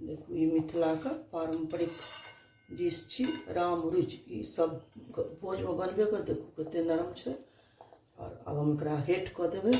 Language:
Maithili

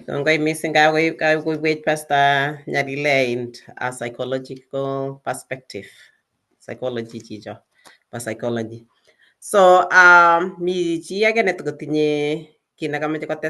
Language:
Kalenjin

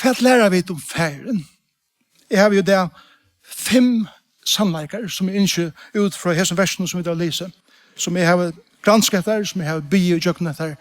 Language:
Faroese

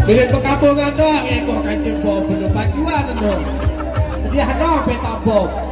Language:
Sasak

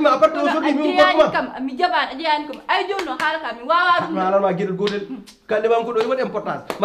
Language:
Fula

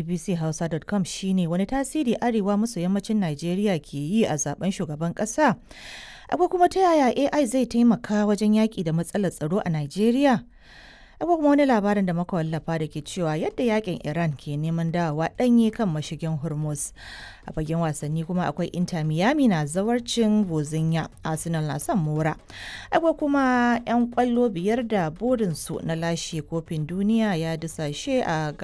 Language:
Hausa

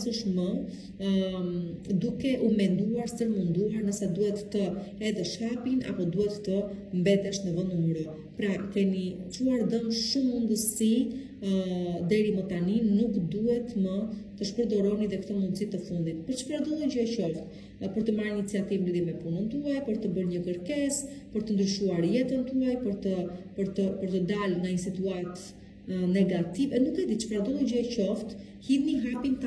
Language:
Albanian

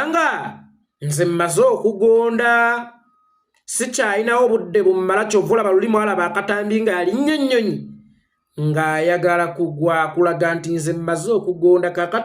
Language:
Ganda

